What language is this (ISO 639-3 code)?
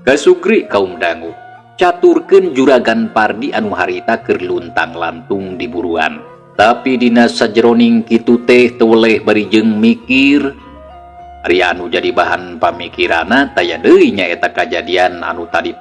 sun